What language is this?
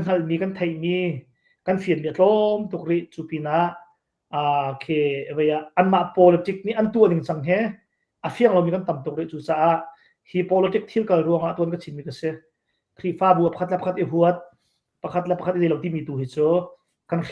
Hakha Chin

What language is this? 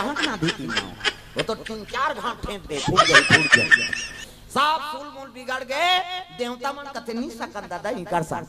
Chhattisgarhi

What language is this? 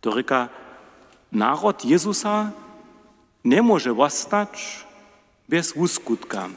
Upper Sorbian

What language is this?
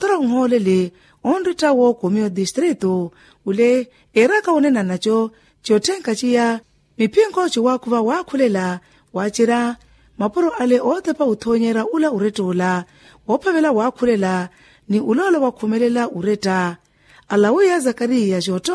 Makhuwa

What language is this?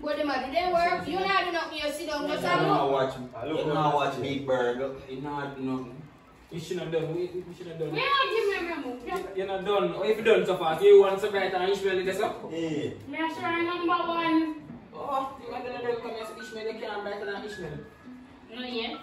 Jamaican Creole English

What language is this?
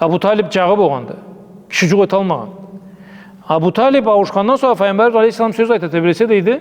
Karachay-Balkar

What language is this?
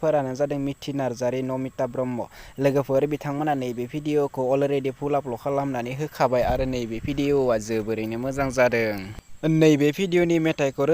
Bodo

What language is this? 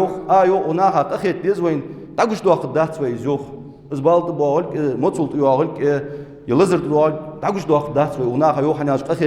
Ingush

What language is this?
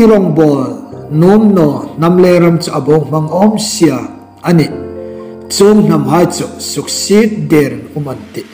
Hmar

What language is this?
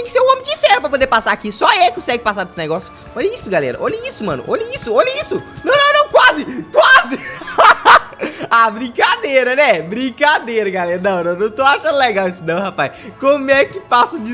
Portuguese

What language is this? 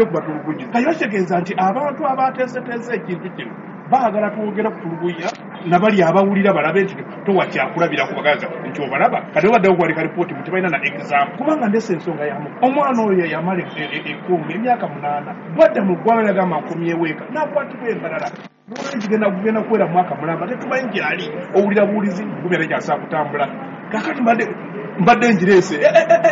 Ganda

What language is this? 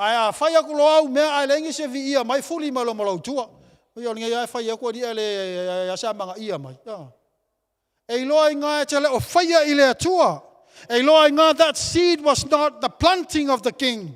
Samoan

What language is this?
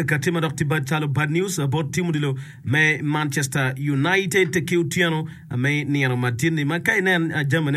Acoli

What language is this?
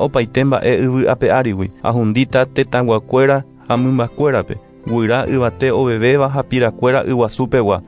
Guarani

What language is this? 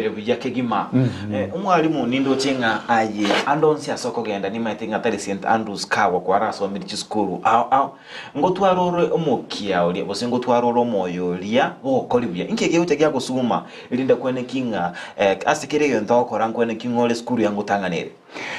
Gusii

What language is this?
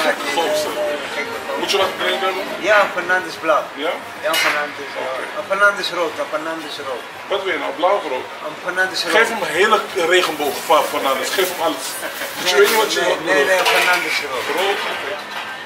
Dutch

